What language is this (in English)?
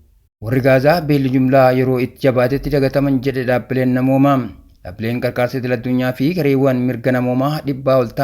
Oromo